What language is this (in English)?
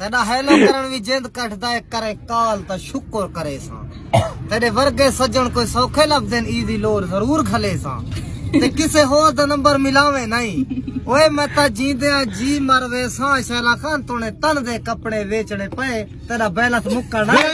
Saraiki